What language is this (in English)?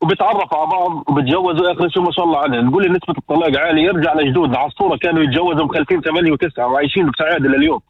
North Levantine Arabic